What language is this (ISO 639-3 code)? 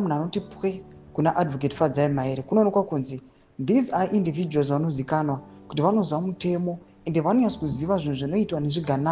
sna